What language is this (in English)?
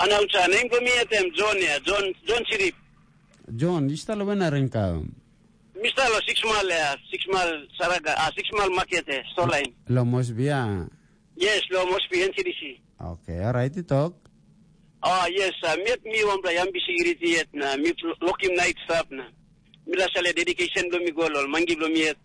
Tok Pisin